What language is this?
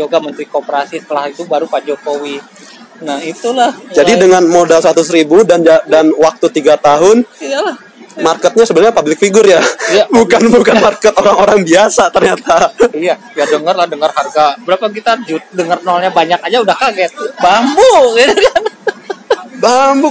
Indonesian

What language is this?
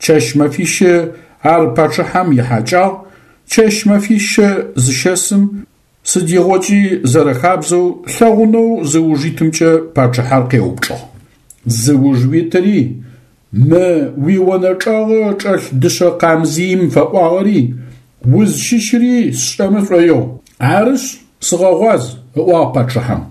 Adyghe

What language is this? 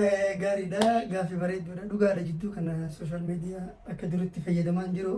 Oromo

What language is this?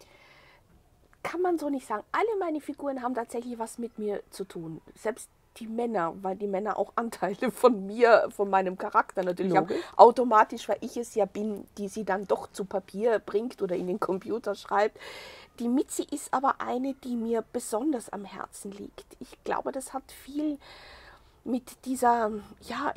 German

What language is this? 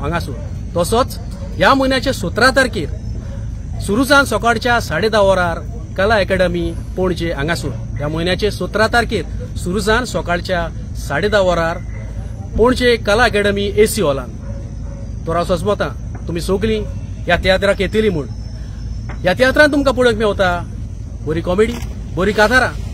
Konkani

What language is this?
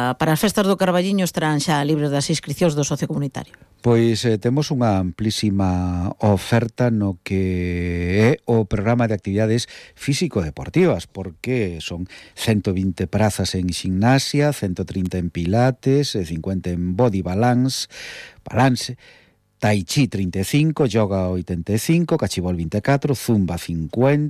Galician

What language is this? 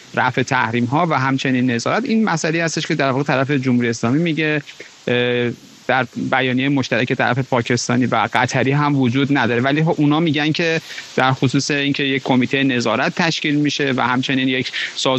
Persian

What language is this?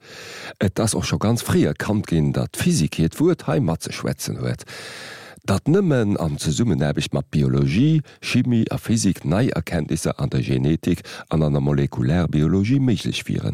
Luxembourgish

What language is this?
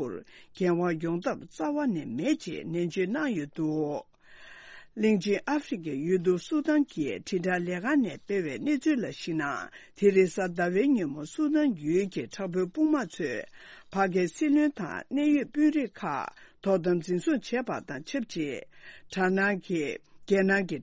Tibetan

